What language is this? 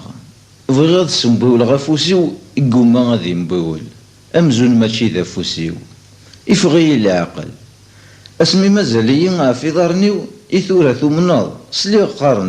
Kabyle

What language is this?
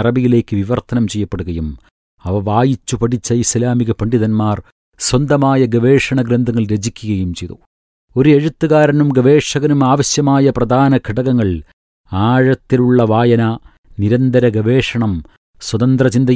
Malayalam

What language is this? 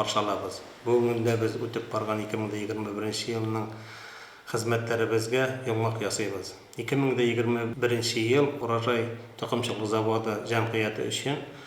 Tatar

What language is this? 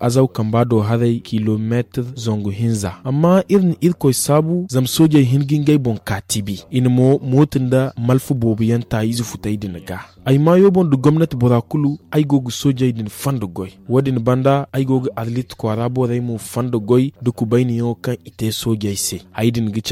Zarma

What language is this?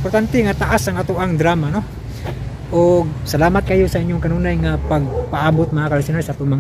Cebuano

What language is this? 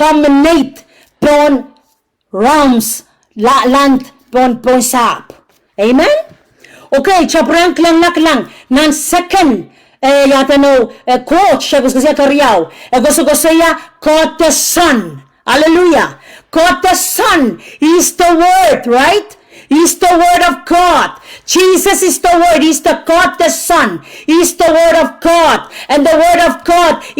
Pohnpeian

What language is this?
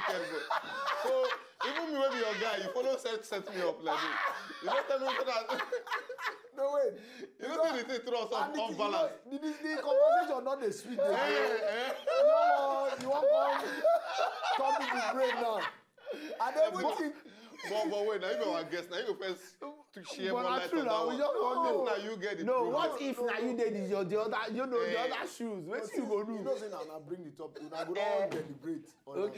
Nigerian Pidgin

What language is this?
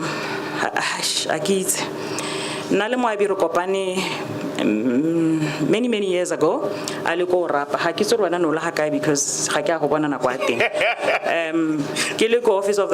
Tswana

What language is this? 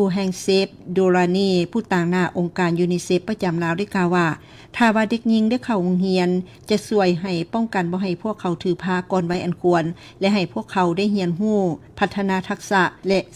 Lao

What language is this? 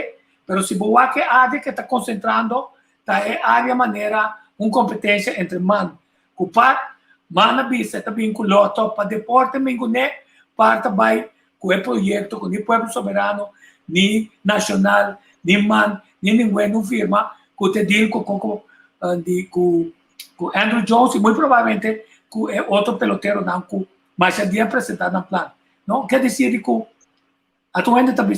Papiamento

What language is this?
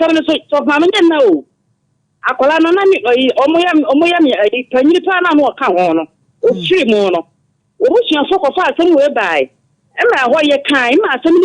Akan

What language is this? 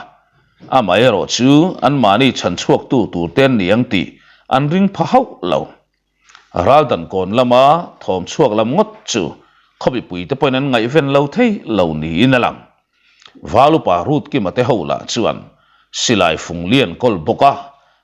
Mizo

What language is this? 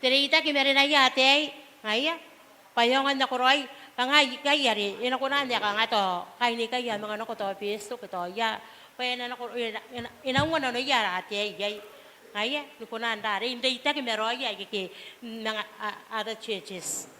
Gilbertese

